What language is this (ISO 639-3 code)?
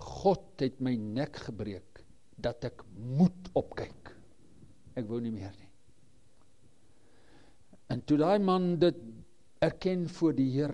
afr